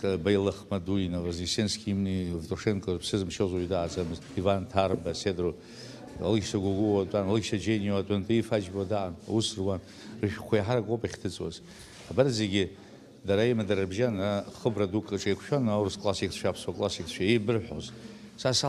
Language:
Abkhazian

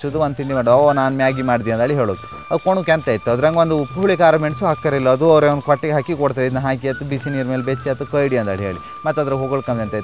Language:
Kannada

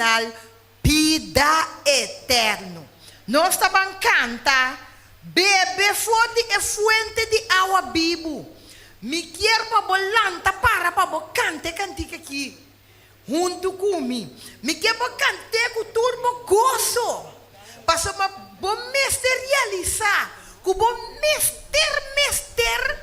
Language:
Papiamento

